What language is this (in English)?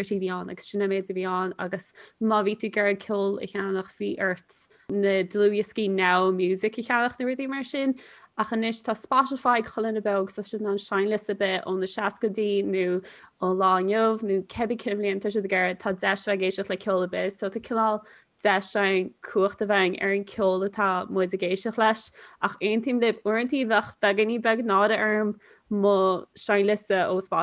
Irish